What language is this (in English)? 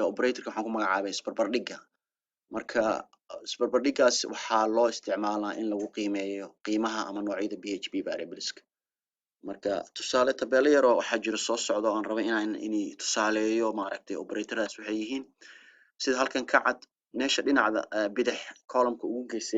Somali